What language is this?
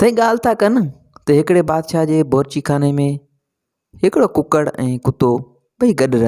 Sindhi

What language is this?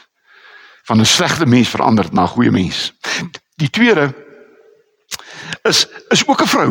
Afrikaans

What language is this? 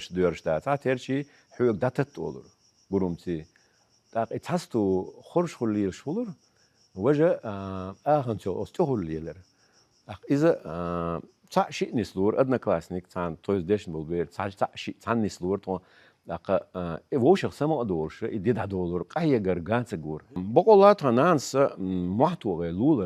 Chechen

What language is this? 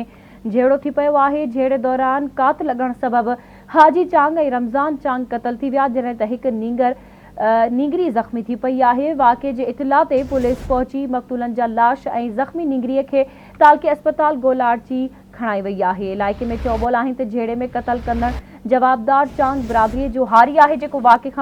Sindhi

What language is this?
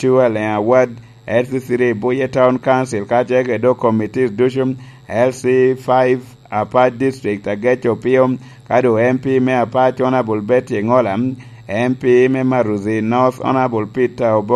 Lango (Uganda)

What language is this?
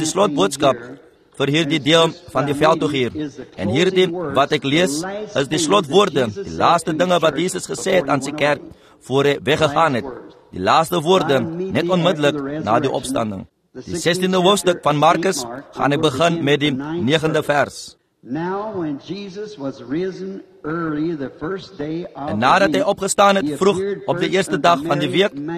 Afrikaans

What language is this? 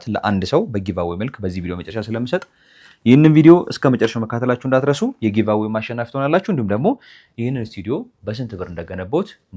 Amharic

